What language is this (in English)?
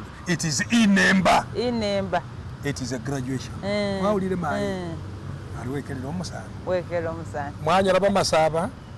Masaaba